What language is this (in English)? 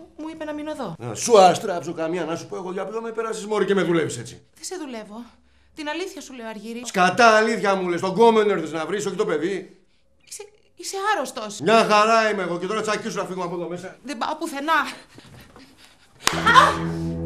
Greek